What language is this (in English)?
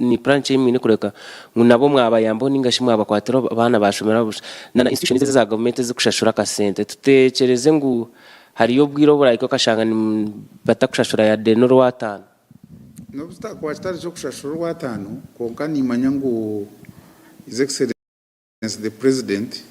Nyankole